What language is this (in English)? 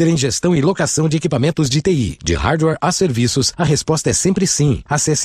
Portuguese